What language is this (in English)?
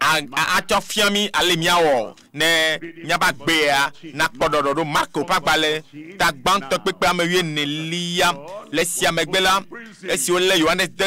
Ewe